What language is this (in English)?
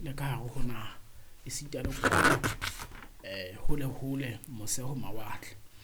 Southern Sotho